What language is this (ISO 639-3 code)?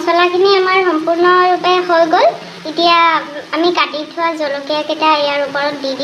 asm